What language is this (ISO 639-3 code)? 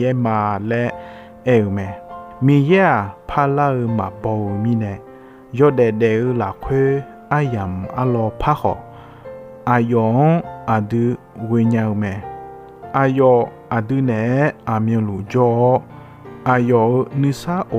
ahk